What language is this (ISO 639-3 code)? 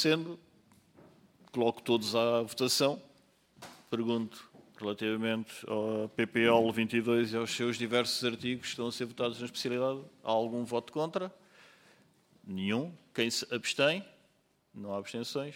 por